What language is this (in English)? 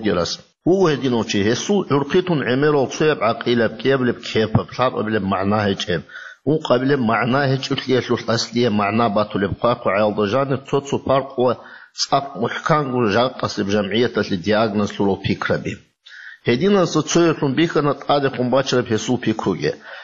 Avaric